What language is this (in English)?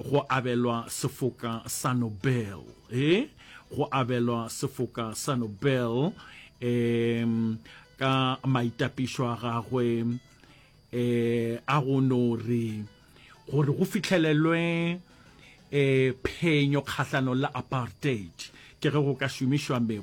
Northern Sotho